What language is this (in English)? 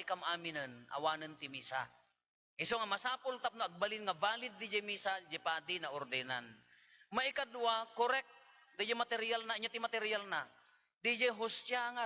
Iloko